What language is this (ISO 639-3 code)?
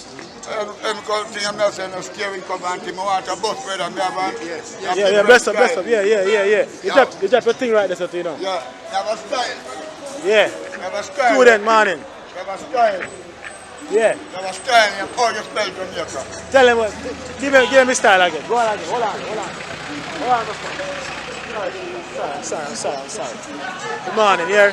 jam